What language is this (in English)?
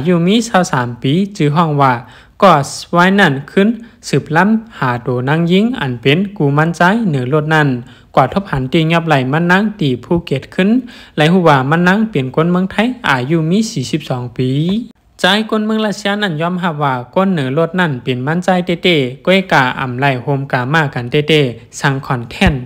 Shan